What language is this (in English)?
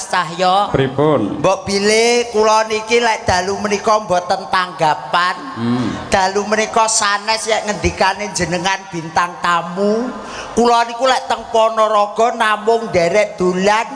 Javanese